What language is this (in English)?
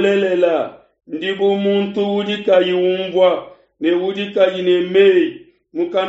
Luba-Lulua